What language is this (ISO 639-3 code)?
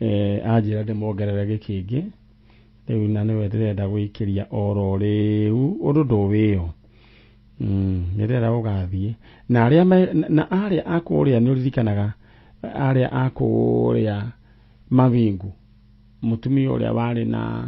kik